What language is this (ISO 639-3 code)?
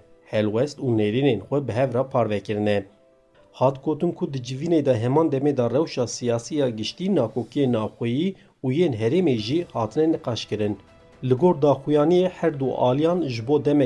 kur